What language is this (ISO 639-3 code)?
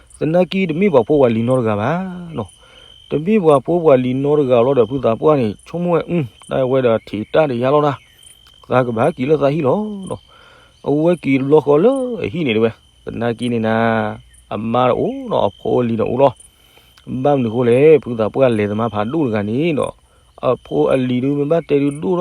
ksw